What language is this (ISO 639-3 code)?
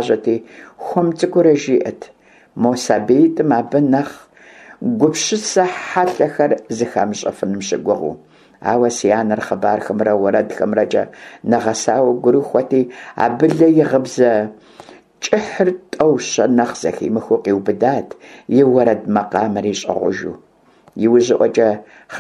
kbd